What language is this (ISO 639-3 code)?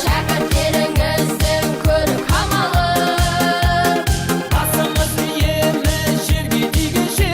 kaa